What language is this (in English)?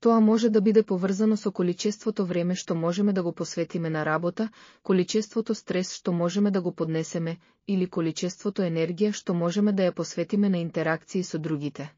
Macedonian